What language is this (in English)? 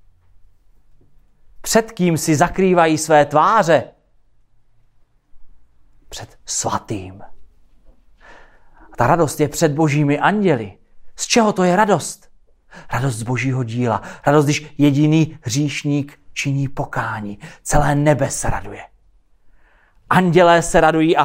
Czech